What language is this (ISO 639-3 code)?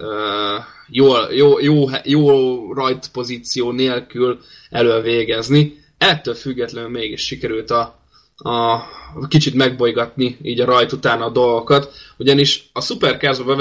hun